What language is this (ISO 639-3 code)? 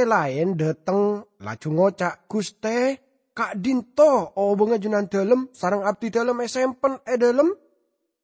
mad